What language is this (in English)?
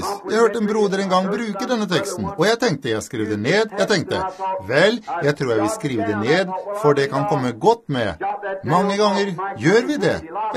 Norwegian